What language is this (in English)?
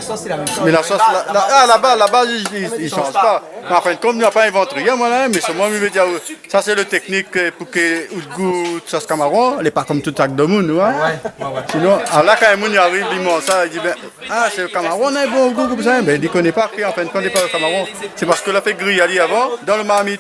Réunion Creole French